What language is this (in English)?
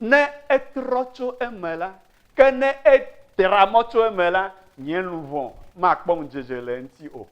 Ewe